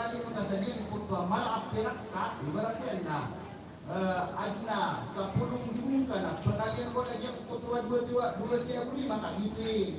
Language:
Maranao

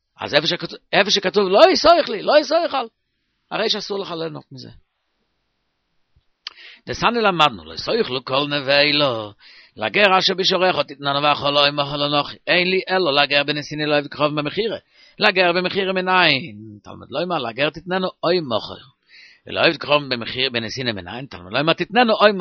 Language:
Hebrew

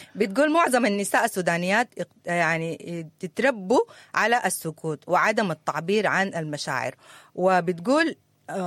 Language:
Sudanese Arabic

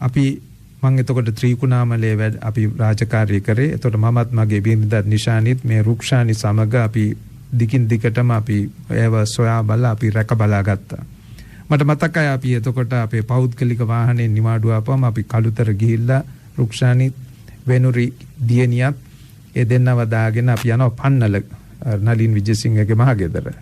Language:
Sinhala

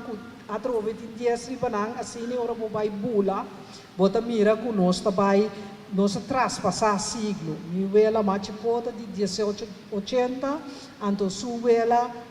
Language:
Papiamento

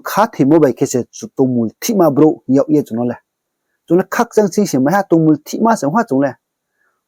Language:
Riang (India)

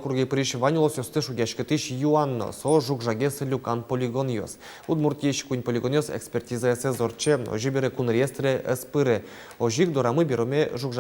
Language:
Udmurt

